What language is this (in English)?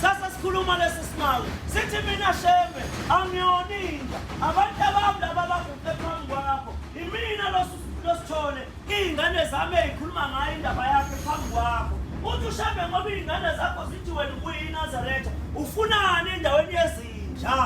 Zulu